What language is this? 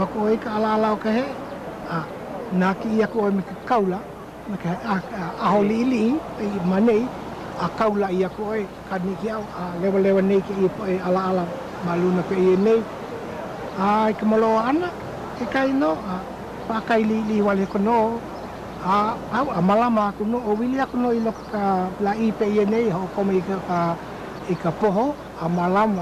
Hawaiian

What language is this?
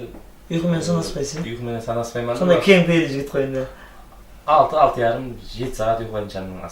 Kara-Kalpak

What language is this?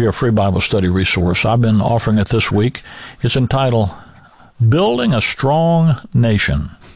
English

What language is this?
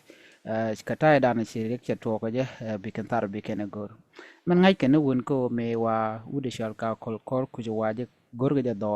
Nuer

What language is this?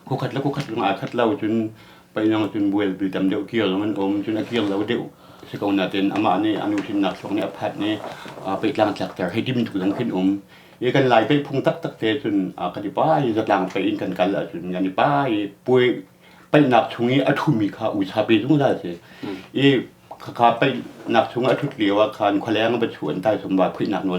Hakha Chin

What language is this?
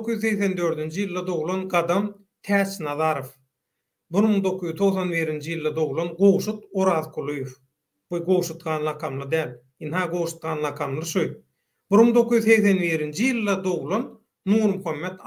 Turkmen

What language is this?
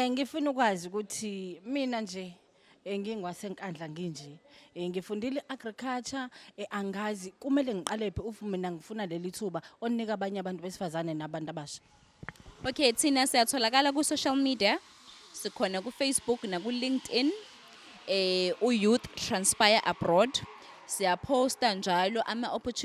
Zulu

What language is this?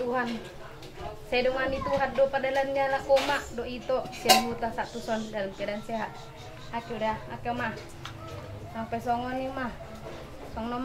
Batak Toba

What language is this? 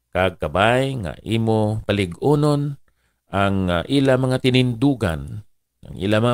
Hiligaynon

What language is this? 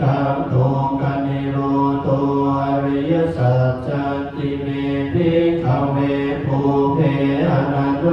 Pali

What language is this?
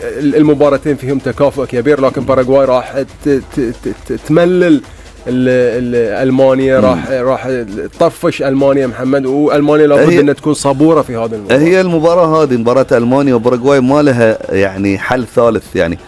Gulf Arabic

